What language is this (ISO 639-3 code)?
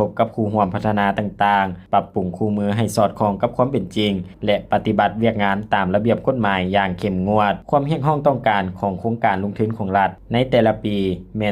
lao